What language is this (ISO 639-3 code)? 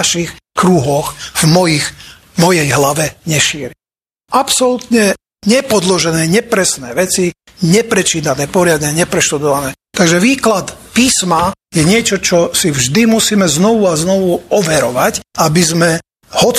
slk